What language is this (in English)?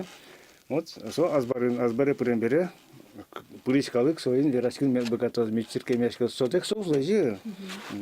Udmurt